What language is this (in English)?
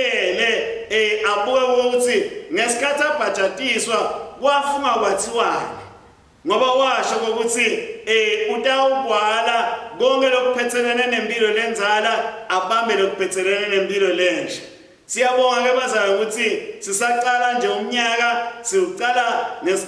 Swati